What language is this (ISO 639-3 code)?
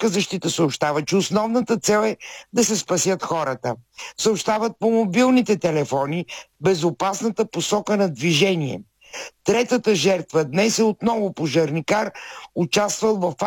bul